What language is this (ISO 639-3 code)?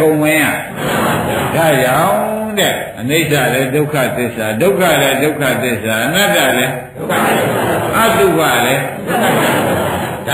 mya